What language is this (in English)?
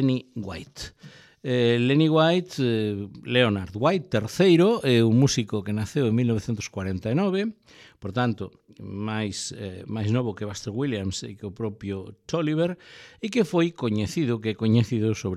Galician